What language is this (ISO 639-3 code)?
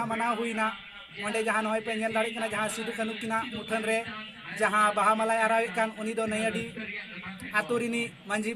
sat